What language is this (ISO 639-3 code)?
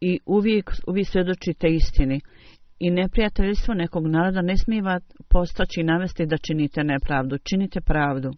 bos